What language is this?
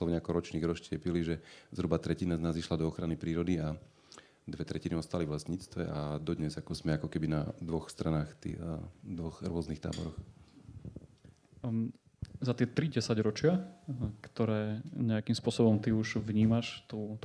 Slovak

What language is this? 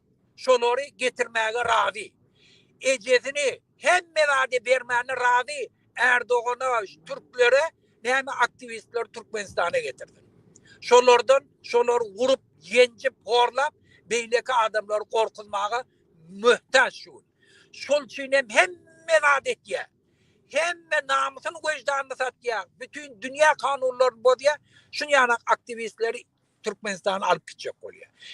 Turkmen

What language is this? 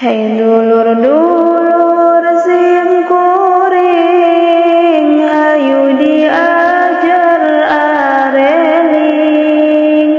Sundanese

